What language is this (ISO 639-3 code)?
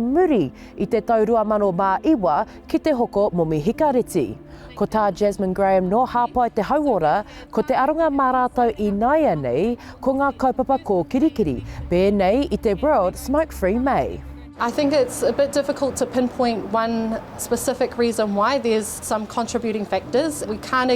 mri